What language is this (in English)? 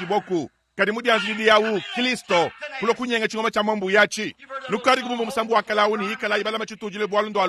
Luba-Lulua